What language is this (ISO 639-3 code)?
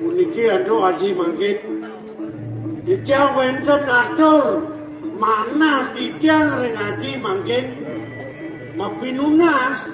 ban